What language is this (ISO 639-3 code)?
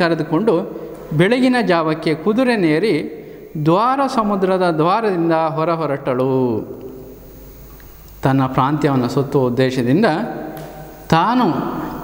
kan